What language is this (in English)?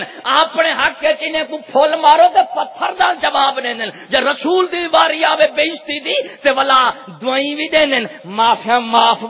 Saraiki